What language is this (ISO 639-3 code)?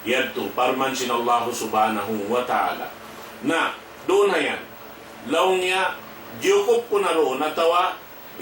tsg